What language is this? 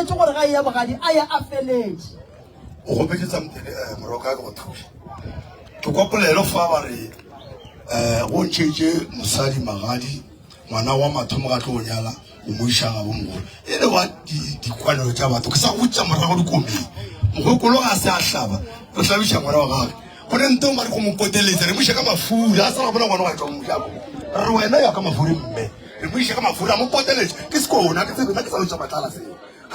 Northern Sotho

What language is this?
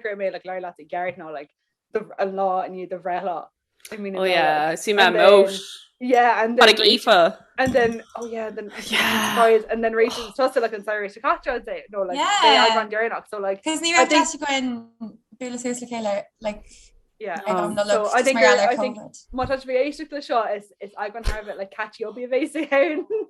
Irish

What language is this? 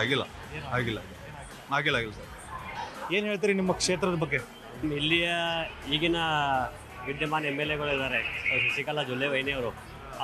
Kannada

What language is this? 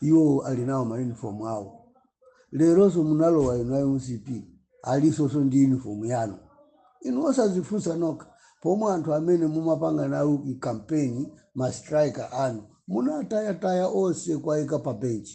Nyanja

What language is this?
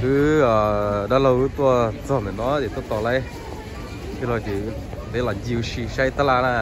Hmong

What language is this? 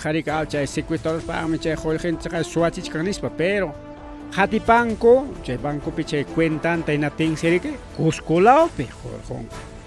Ayacucho Quechua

